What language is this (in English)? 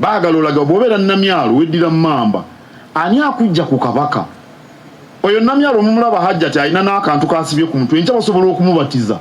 Ganda